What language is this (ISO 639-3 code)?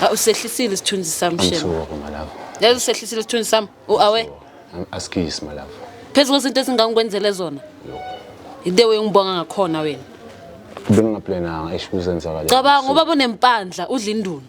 zul